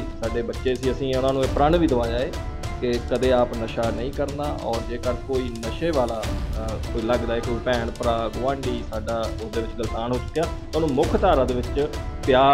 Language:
Punjabi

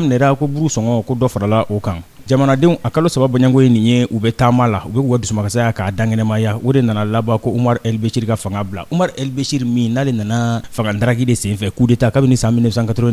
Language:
Bambara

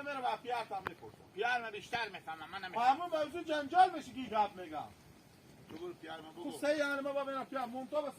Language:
Hazaragi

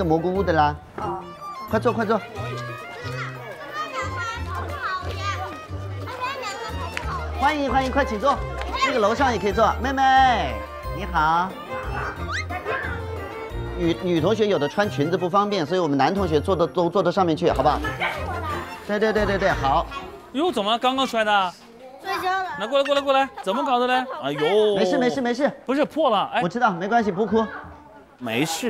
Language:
Chinese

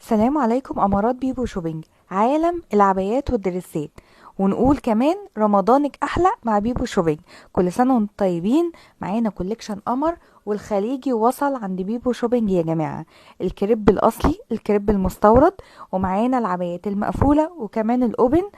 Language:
Egyptian Arabic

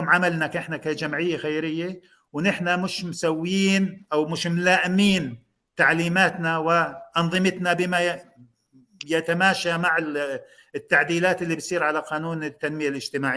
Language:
North Levantine Arabic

